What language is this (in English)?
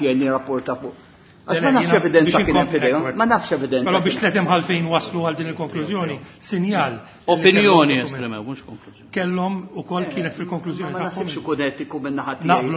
Maltese